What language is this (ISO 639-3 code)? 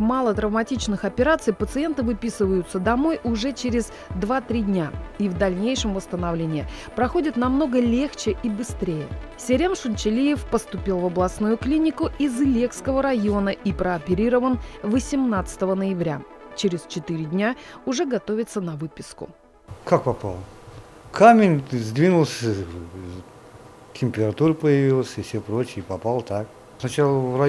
rus